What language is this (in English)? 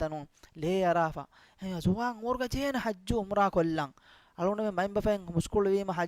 Divehi